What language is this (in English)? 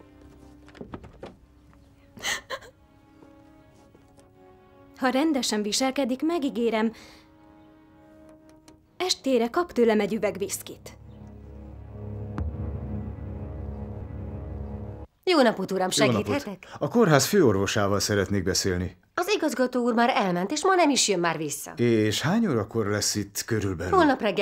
Hungarian